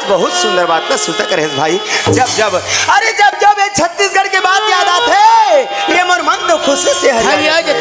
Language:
Chhattisgarhi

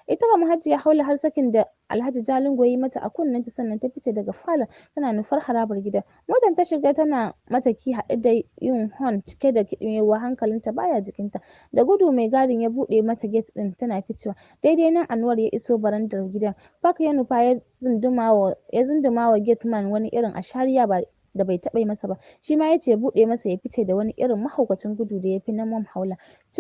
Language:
Hausa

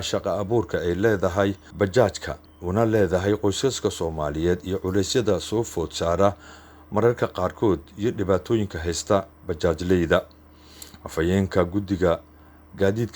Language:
Somali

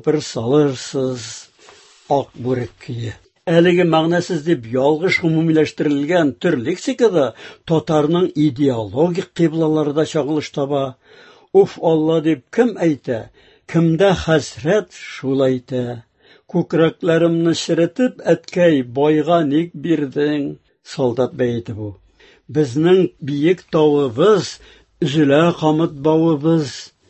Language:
Tatar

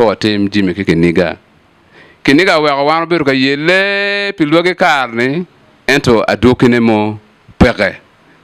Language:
Acoli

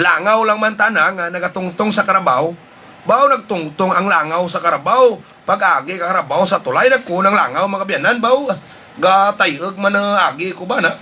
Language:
Hiligaynon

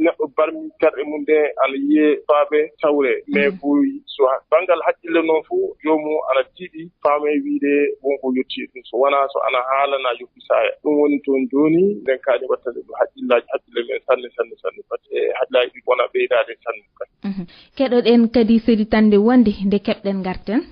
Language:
Fula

